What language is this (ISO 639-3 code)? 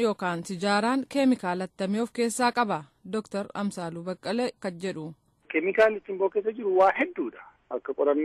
orm